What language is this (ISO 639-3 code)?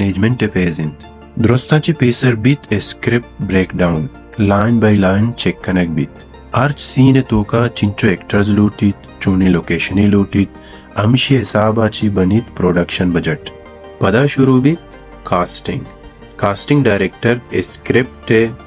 bal